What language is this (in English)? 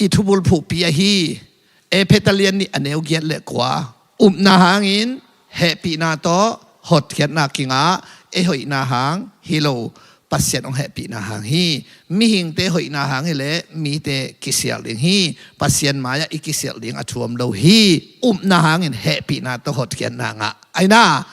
Tedim Chin